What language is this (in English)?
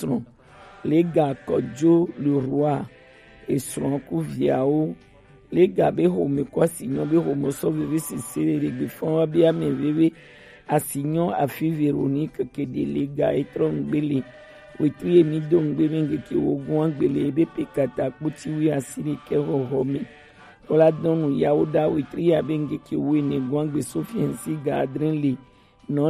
Gen